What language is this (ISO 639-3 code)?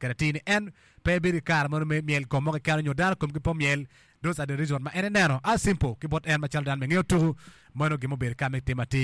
ach